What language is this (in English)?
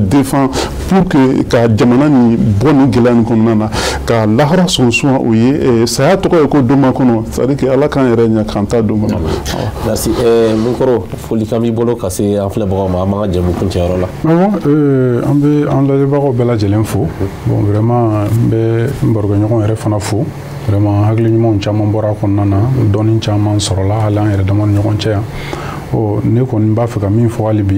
Bambara